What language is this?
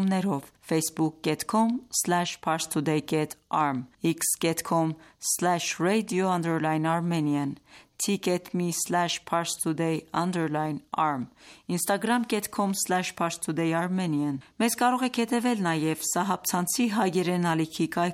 Armenian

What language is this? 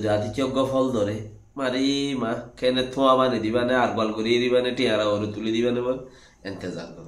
Rohingya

